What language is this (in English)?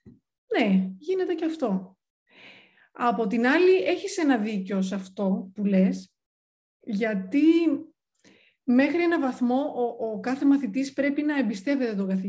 Greek